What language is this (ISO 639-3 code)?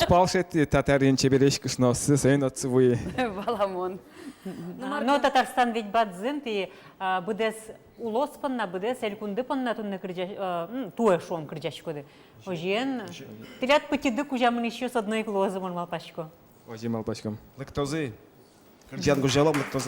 udm